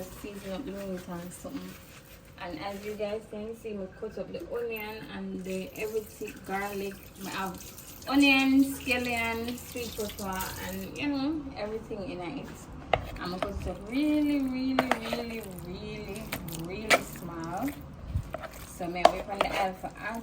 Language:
Jamaican Creole English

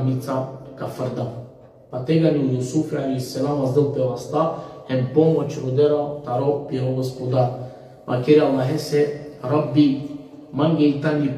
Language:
Balkan Romani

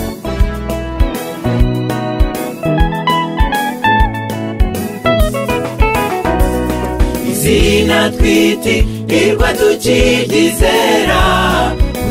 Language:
Kinyarwanda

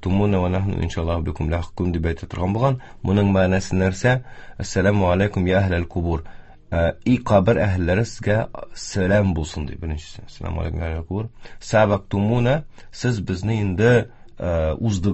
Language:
Tatar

